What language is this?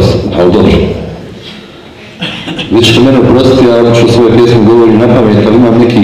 Croatian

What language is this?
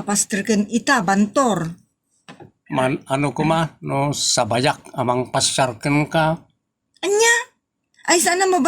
Iloko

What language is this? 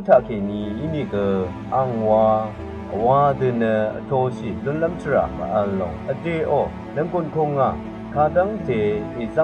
Rawang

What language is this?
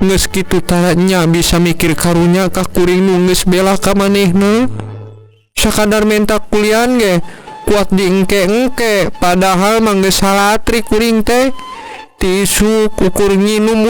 Sundanese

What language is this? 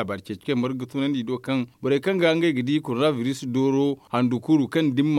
Zarma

